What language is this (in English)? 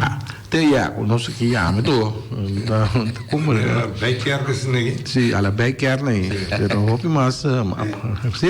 Papiamento